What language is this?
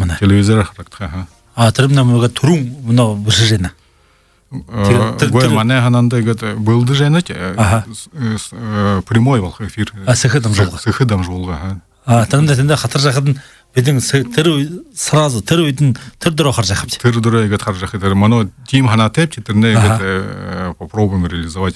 Buriat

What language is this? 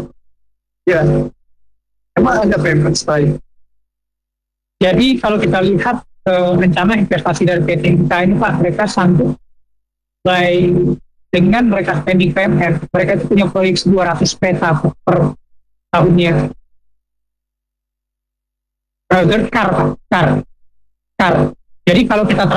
Indonesian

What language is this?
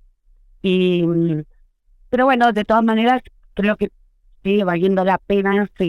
Spanish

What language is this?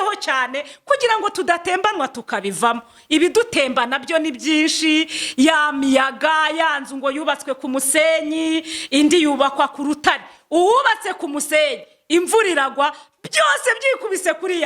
Kinyarwanda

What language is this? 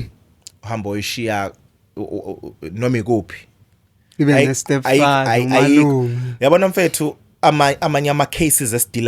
Zulu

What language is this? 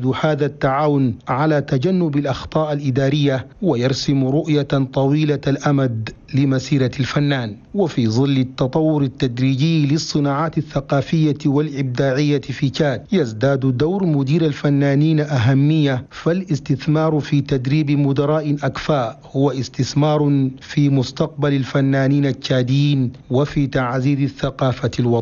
Arabic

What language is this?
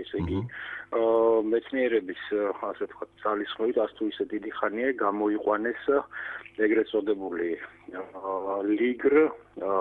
Georgian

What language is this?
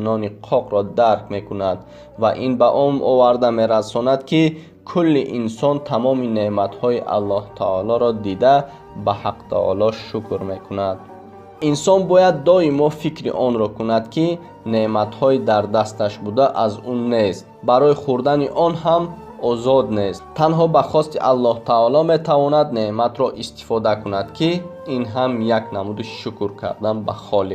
Tajik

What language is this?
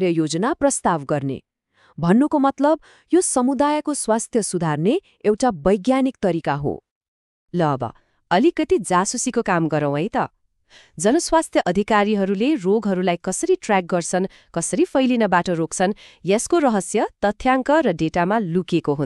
Nepali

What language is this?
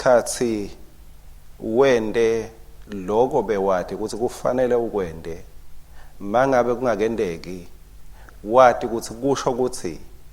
Swati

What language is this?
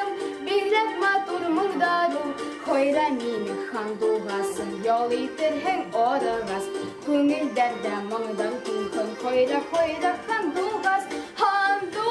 Bashkir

